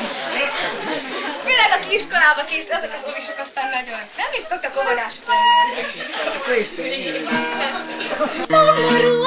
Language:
Hungarian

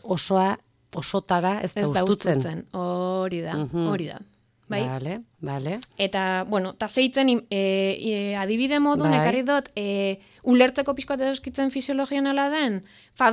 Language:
Basque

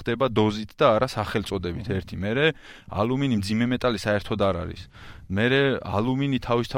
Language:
Georgian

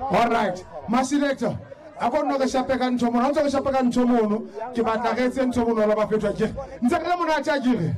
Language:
Southern Sotho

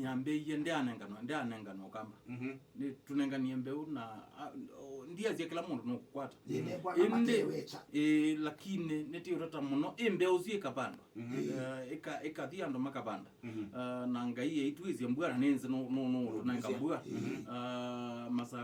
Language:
Kamba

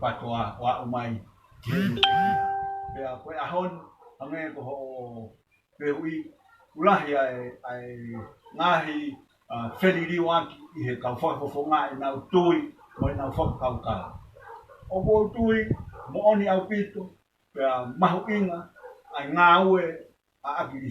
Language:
Tongan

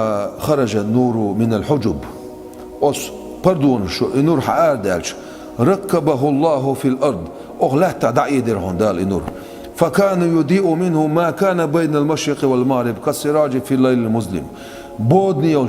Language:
Chechen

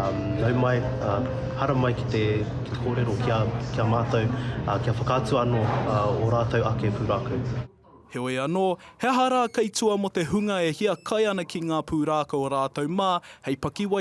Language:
Māori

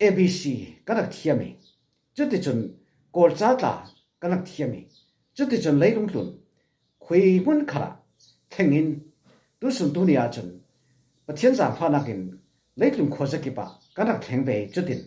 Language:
Falam Chin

